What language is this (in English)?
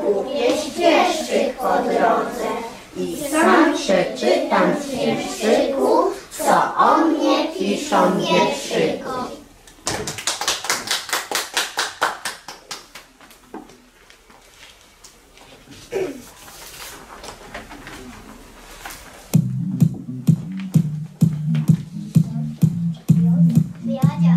Polish